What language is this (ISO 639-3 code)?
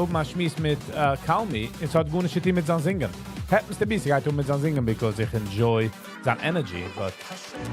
yid